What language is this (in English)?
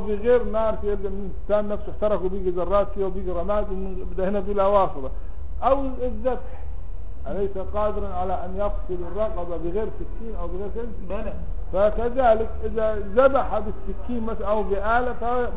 Arabic